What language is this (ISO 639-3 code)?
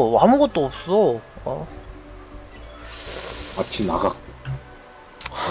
kor